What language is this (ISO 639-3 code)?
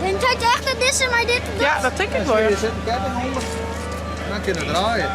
fry